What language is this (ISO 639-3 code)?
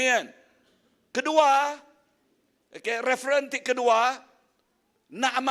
iba